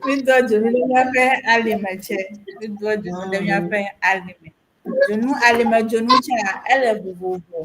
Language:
Ewe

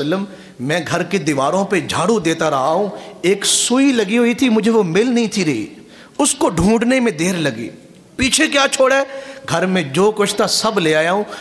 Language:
Urdu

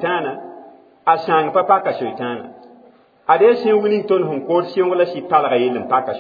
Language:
Mossi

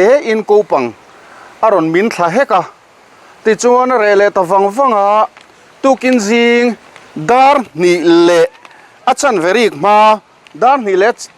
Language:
Mizo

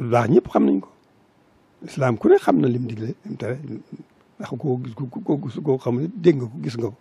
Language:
Wolof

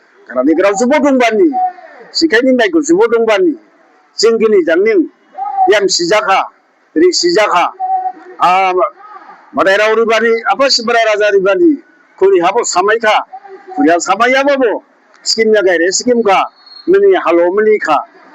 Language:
Dimasa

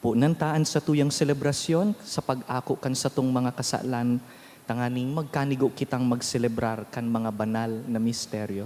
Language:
Bikol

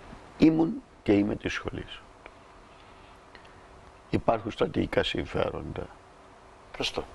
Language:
Greek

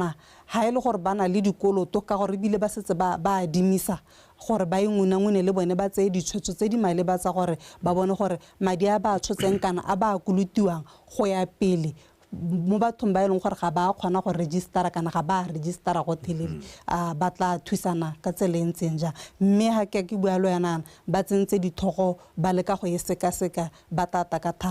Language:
Tswana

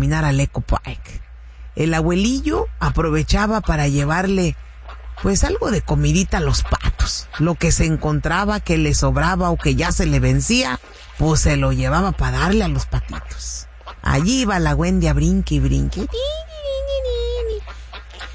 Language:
Spanish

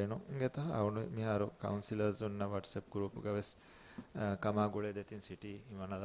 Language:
Divehi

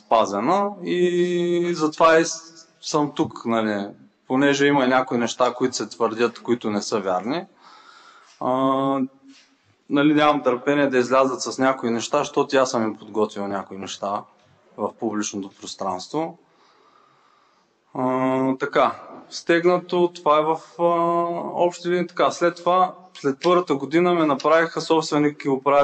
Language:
Bulgarian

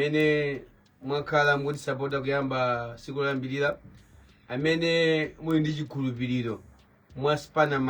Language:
Nyanja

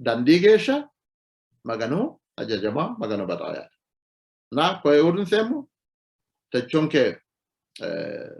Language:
Sidamo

